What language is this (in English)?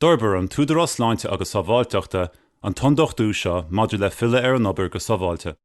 Irish